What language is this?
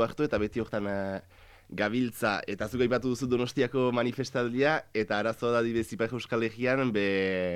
Basque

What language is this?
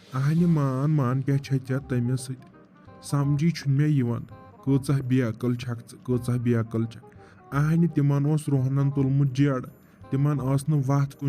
Kashmiri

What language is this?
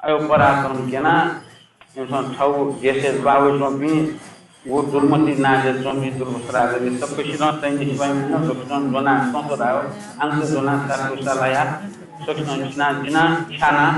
Newari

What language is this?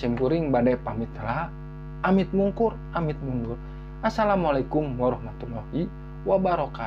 Sundanese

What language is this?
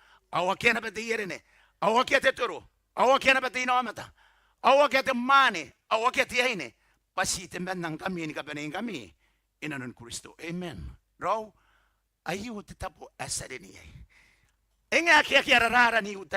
Gilbertese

